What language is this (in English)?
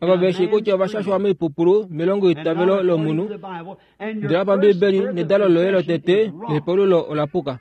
Kuanyama